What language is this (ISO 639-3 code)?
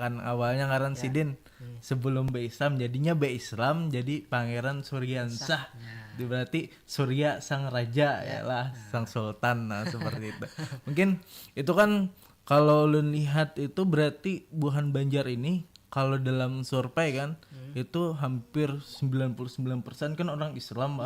bjn